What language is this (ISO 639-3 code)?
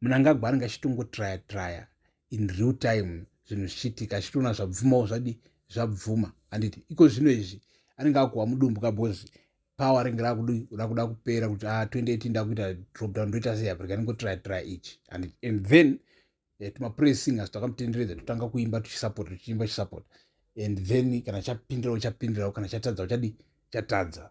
sna